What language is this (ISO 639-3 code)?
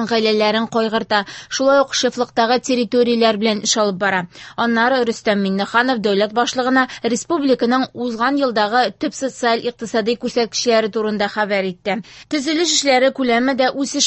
tat